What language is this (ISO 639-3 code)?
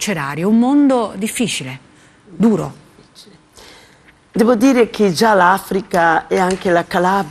ita